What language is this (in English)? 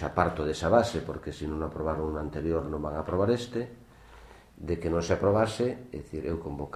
Galician